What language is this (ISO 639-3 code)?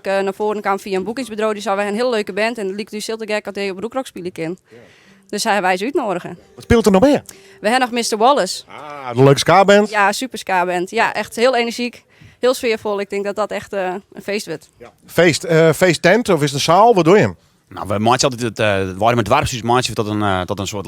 fry